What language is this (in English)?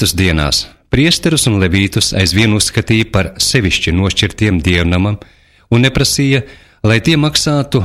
Latvian